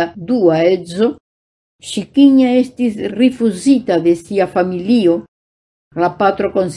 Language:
Esperanto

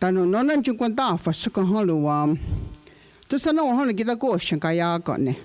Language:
Mohawk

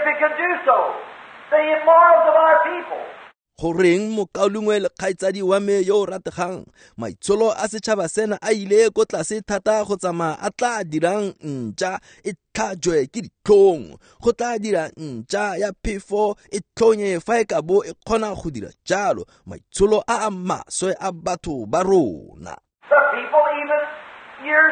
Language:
Tswana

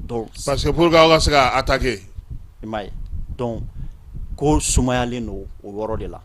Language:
Bambara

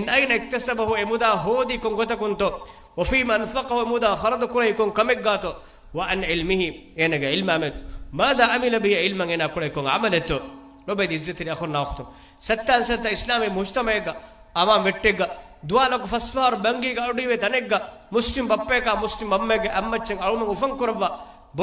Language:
Divehi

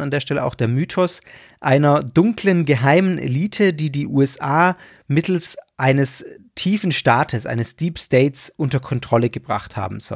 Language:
German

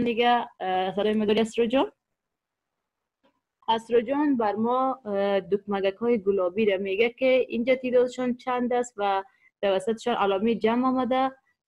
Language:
Persian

